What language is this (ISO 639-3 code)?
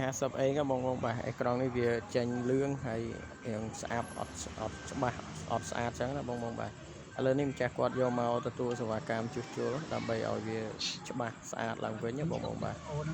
khm